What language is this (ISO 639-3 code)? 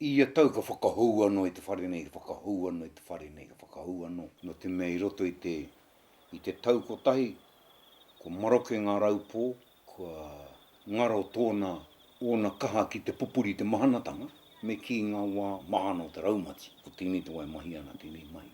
mri